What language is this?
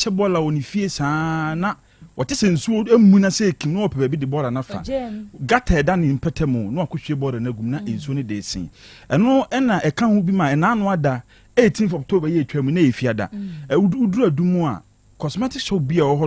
Akan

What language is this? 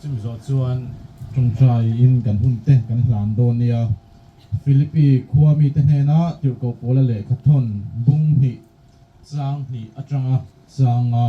Mizo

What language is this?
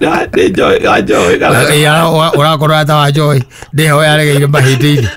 Kikuyu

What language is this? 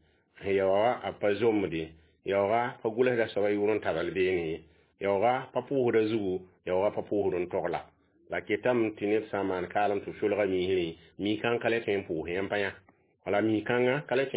Mossi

